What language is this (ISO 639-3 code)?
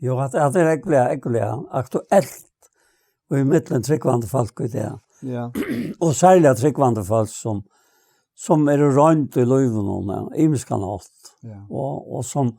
fao